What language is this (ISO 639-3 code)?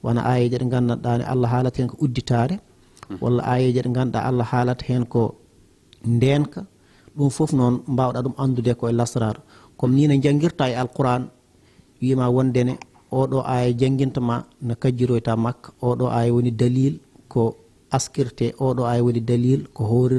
ful